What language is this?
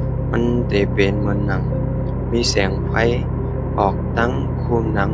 Shan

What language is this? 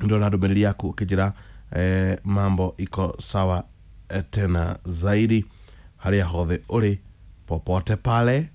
Kikuyu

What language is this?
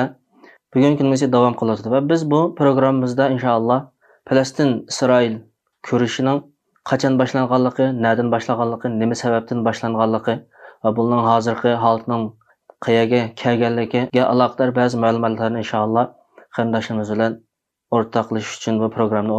Uyghur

